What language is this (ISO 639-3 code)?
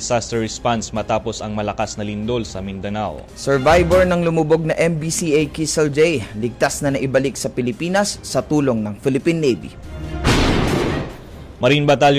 fil